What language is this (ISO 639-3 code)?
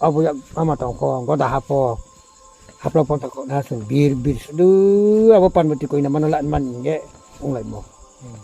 ria